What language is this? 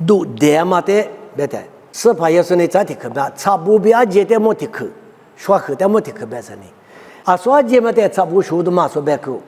Lisu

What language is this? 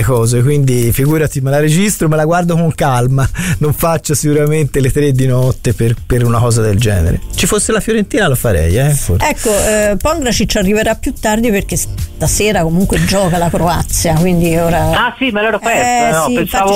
Italian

